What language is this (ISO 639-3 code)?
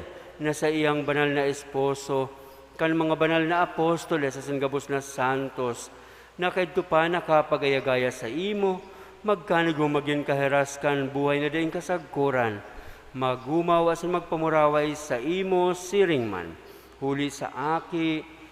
bik